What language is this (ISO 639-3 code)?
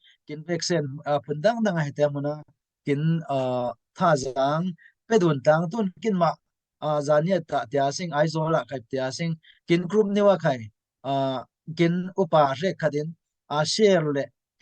cfm